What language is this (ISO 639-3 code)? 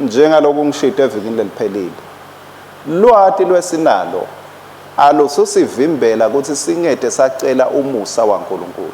ssw